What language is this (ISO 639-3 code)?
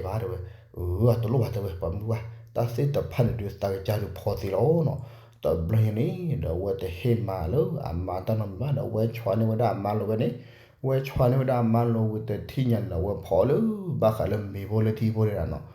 ksw